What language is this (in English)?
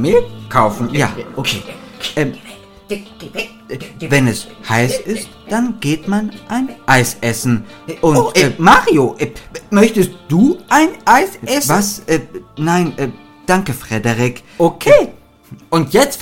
German